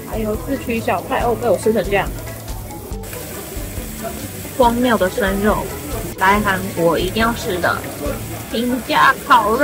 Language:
Chinese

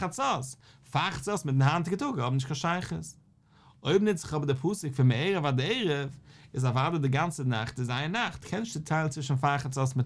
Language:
Yiddish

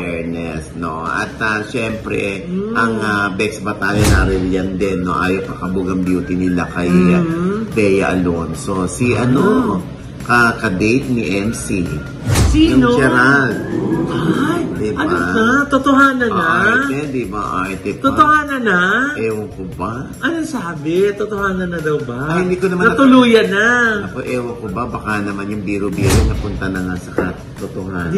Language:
Filipino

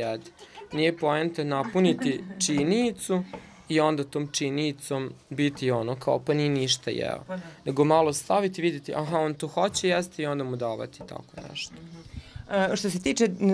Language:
Serbian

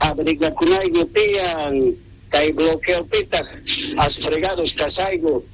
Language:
South Bolivian Quechua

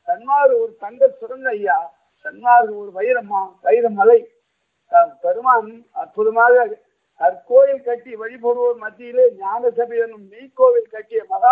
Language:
Tamil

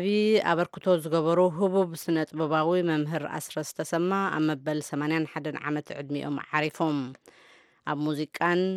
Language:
Tigrinya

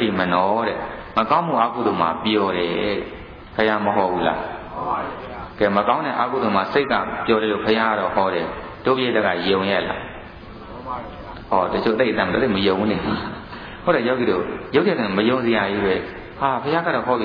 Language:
Burmese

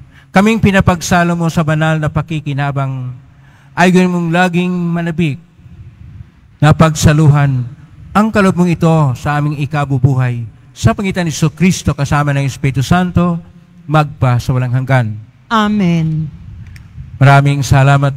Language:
Filipino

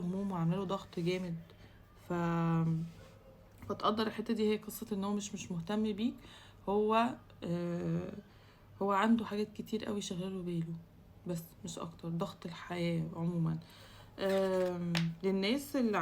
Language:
Egyptian Arabic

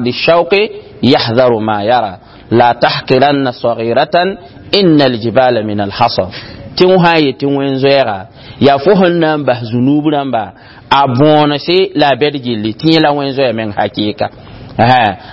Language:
Mossi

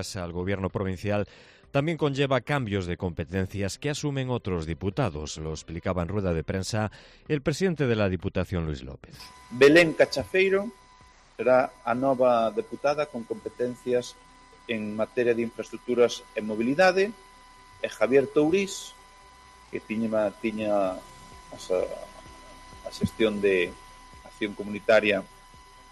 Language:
Galician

